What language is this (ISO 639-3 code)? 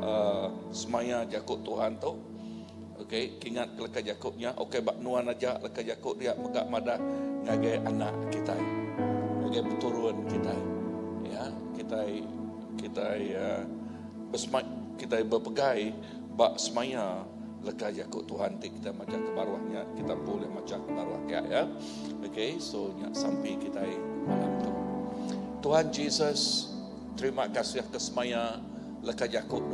iba